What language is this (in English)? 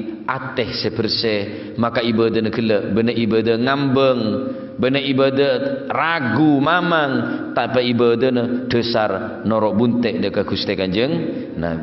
Madurese